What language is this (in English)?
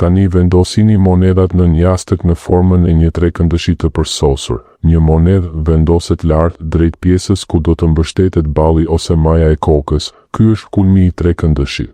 Albanian